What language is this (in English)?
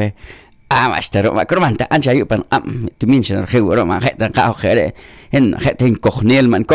Poqomchi'